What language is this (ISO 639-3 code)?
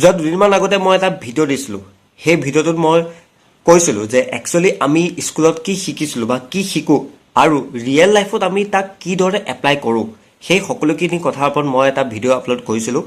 asm